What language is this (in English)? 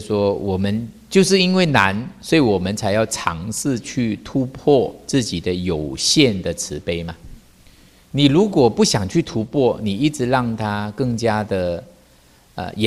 Chinese